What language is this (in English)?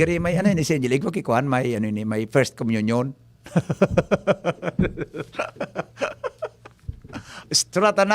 Bikol